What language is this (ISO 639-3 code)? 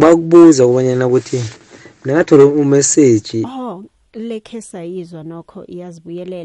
nbl